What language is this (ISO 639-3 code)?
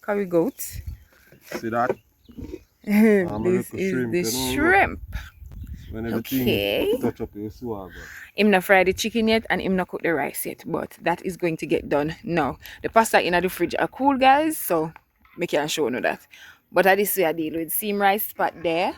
jam